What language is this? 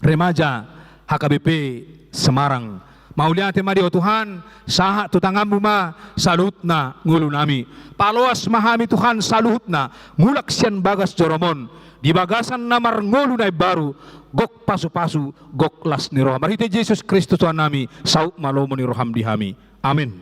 Batak Toba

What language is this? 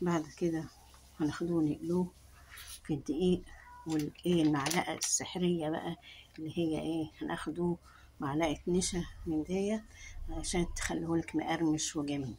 Egyptian Arabic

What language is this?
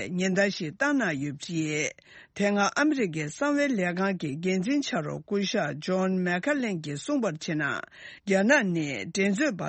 Tibetan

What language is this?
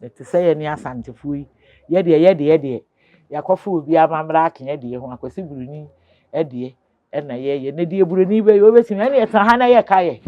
Akan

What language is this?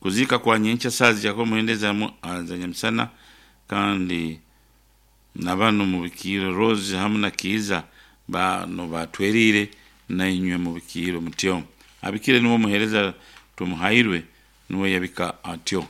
Nyankole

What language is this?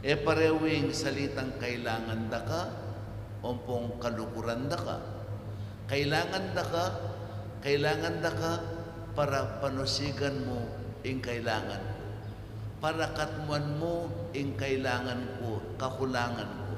Pampanga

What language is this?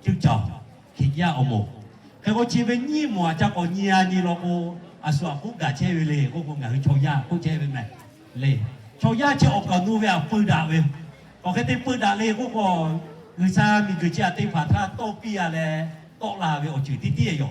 Lahu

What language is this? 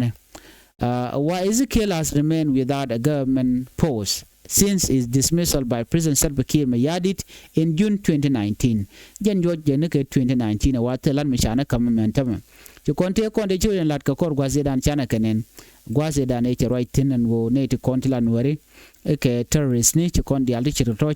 Nuer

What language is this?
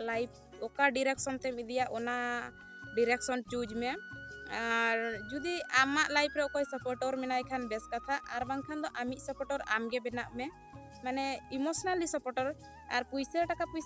Santali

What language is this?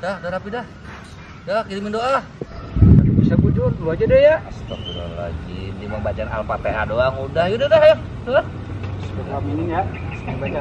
Betawi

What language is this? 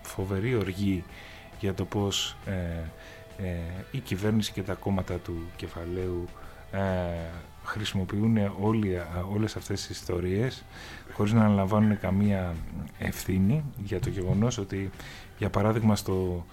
Greek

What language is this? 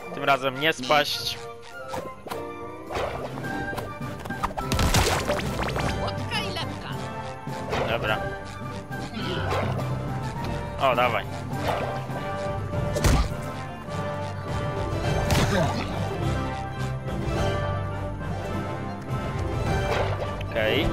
Polish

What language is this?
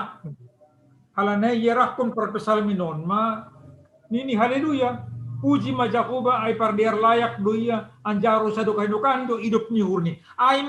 Batak Simalungun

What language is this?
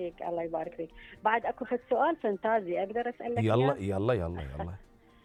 Mesopotamian Arabic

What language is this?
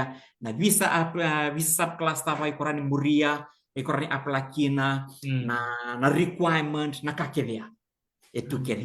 Fijian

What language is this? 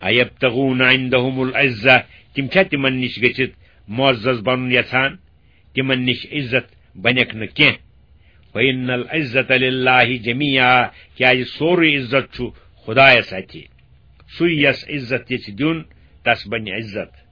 Kashmiri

